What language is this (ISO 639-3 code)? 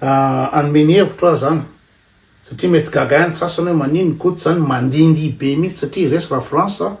mlg